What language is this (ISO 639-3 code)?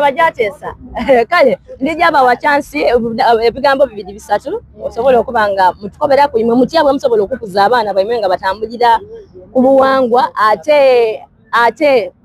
xog